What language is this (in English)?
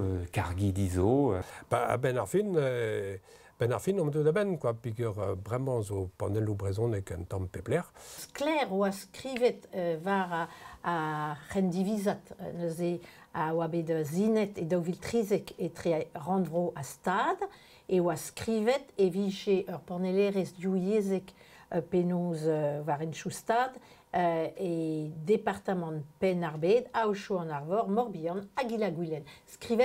Breton